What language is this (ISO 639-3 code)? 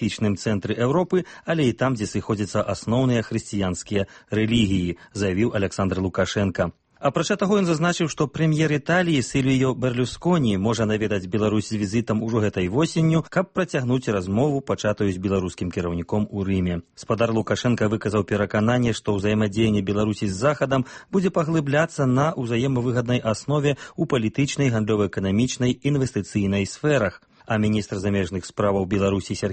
bel